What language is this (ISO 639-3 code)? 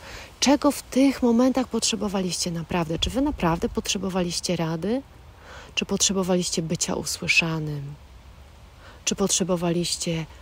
pol